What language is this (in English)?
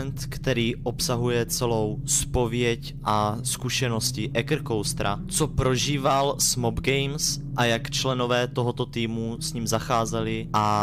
Czech